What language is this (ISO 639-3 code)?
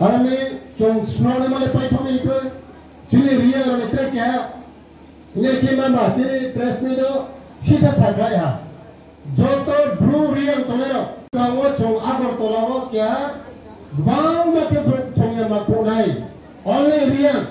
ria